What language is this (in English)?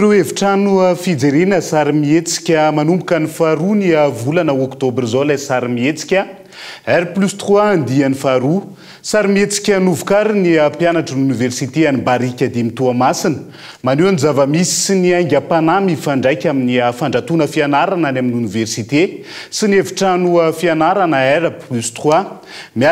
Malagasy